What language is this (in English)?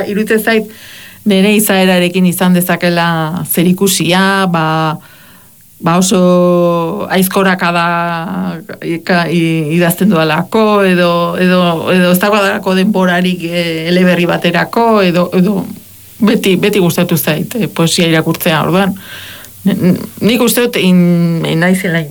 Basque